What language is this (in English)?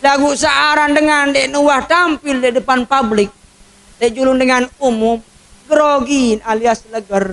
Sasak